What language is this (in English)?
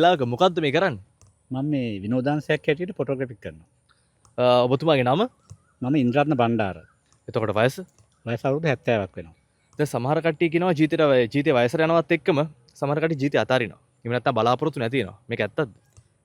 Sinhala